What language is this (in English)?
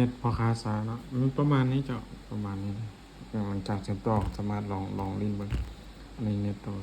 Lao